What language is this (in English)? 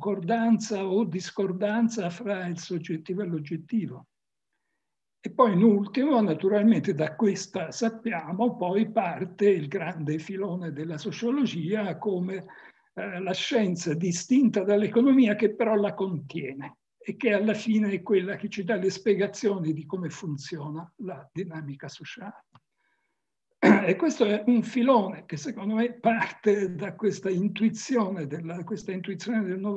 Italian